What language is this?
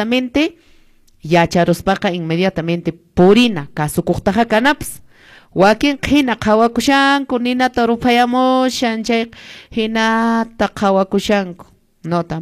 Quechua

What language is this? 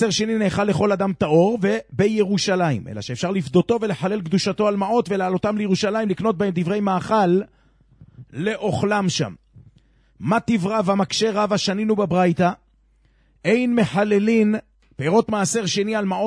Hebrew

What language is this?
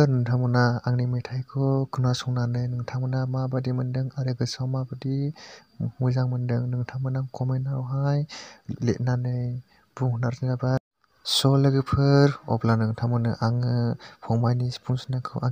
Bodo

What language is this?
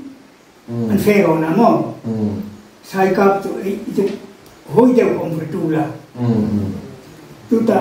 Hmar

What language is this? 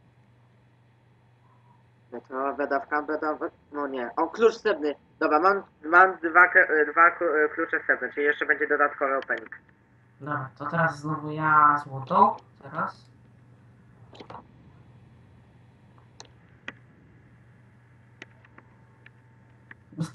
Polish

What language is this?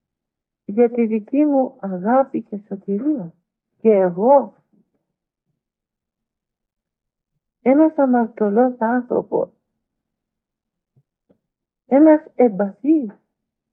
Greek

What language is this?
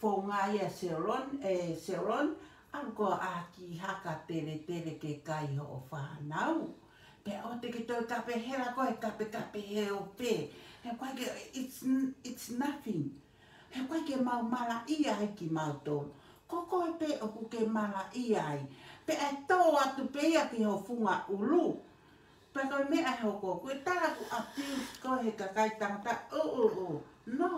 Tongan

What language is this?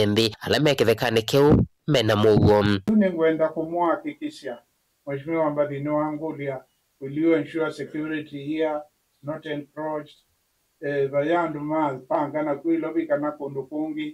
Kamba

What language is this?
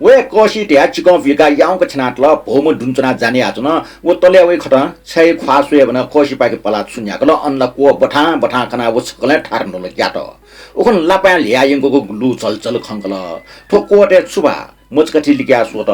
Newari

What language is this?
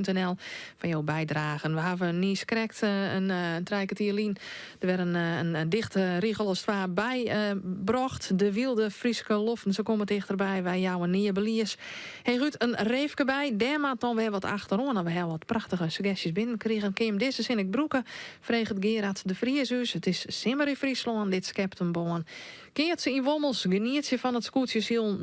Western Frisian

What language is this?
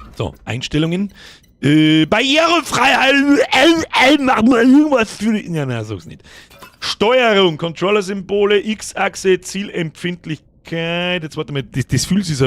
Bavarian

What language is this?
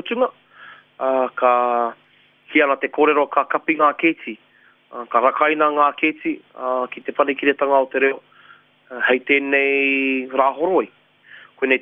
Māori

